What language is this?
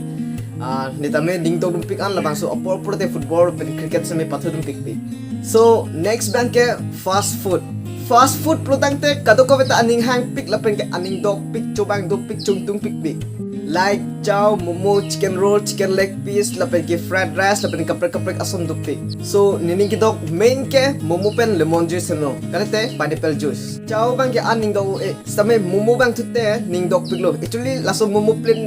Karbi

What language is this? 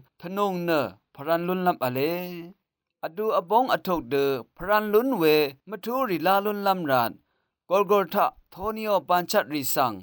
Rawang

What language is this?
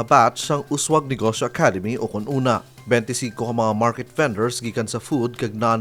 Hiligaynon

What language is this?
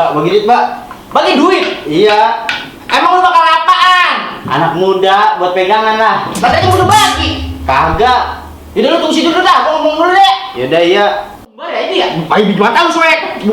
Betawi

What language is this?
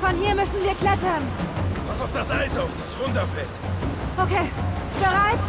Swiss German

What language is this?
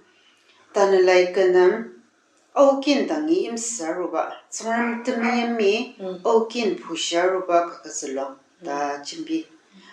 Ao Naga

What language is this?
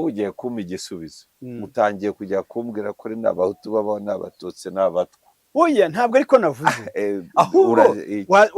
Kinyarwanda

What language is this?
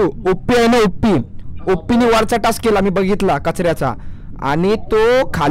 Marathi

